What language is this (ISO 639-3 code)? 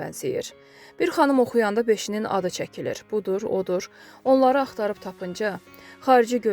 aze